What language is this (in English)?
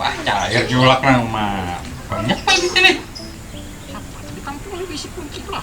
Banjar